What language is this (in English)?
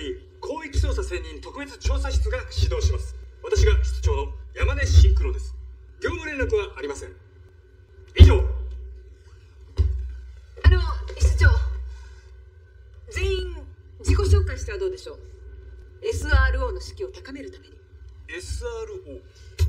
Japanese